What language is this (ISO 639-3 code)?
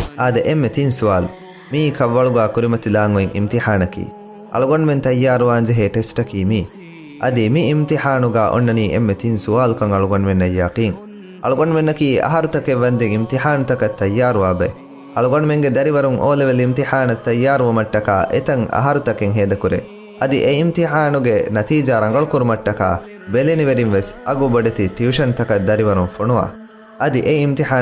div